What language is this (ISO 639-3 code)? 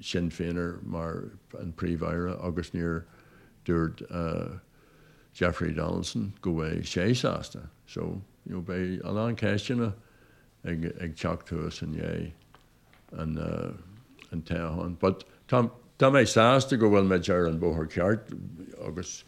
gle